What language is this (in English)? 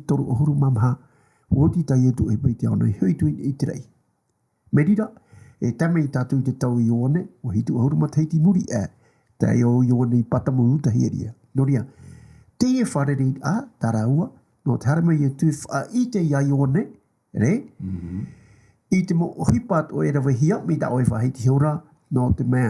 Tahitian